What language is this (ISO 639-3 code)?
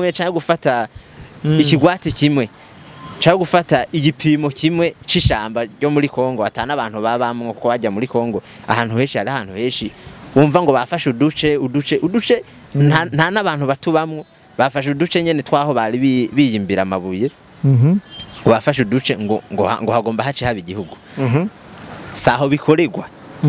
run